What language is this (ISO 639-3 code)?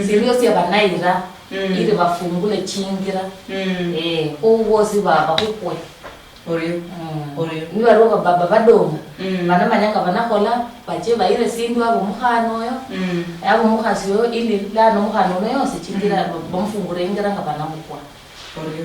luy